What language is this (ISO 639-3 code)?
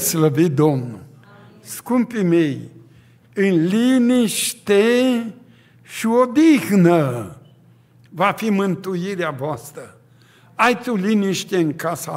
ron